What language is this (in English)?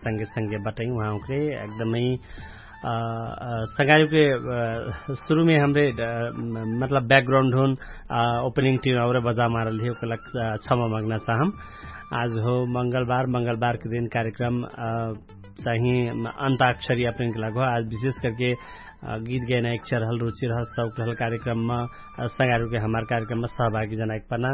Dangaura Tharu